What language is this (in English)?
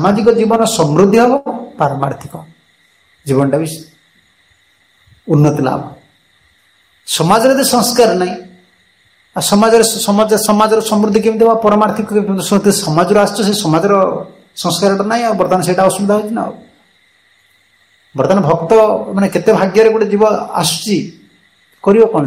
Odia